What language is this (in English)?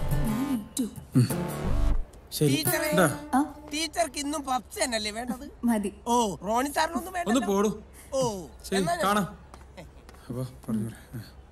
Malayalam